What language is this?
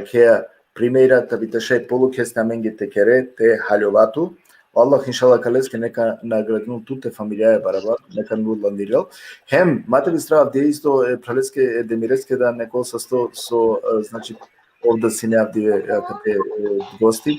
Balkan Romani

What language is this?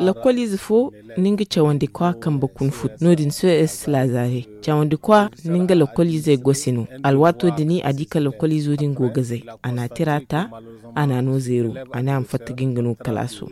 Zarma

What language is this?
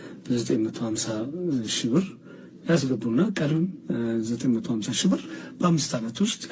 Amharic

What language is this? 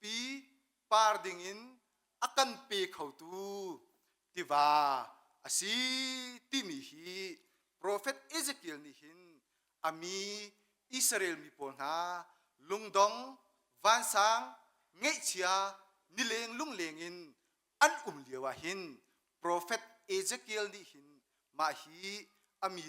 Hakha Chin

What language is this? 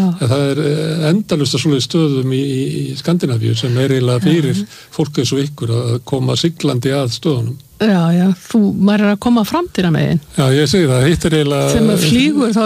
Icelandic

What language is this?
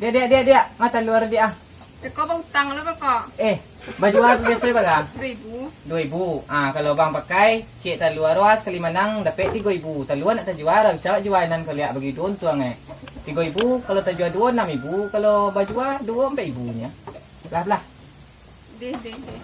Minangkabau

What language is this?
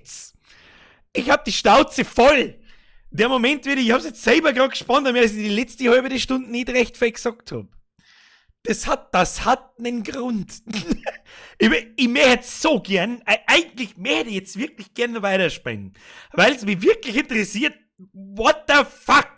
Bavarian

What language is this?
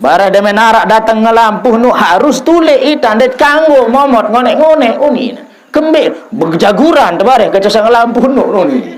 Sasak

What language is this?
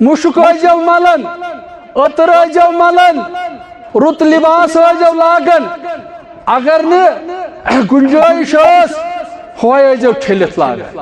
Kashmiri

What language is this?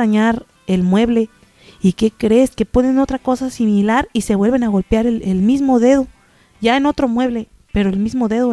Spanish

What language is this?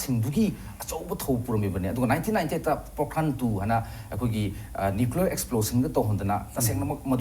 Manipuri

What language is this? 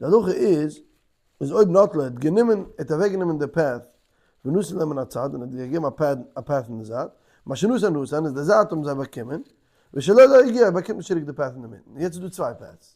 Yiddish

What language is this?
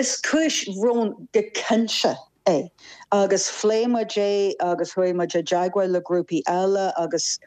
Irish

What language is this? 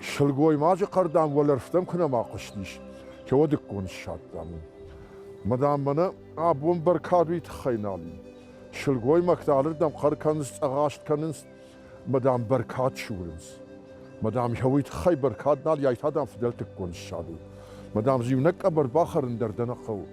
Ossetic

